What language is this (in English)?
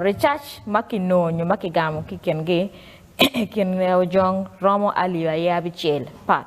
Acoli